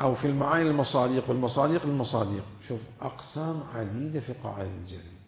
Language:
Mesopotamian Arabic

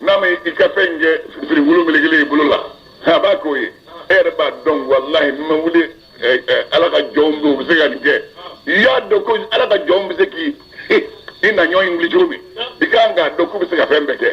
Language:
Bambara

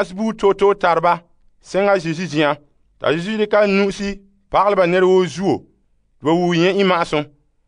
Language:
Frafra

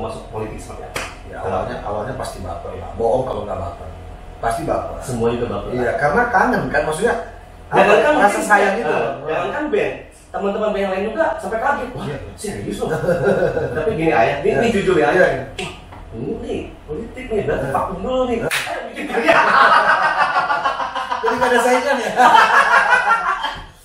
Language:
Indonesian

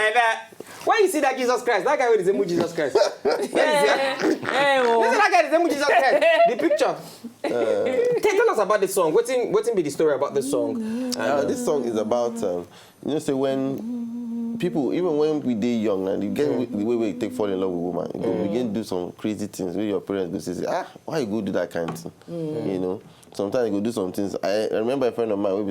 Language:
Nigerian Pidgin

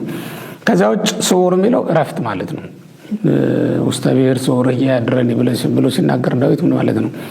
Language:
Amharic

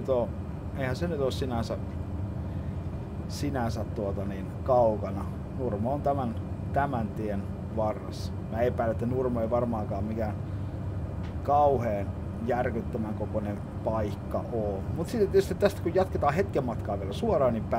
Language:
Finnish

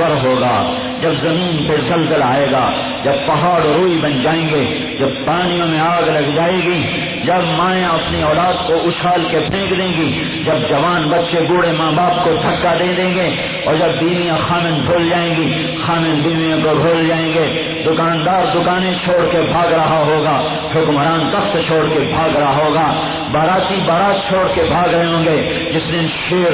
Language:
Urdu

